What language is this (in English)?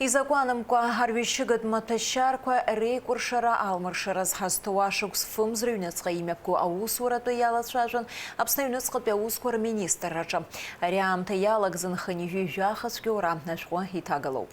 Abkhazian